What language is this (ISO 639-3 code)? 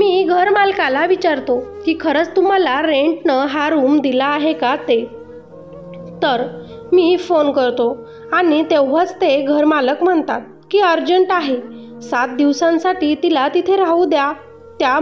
mar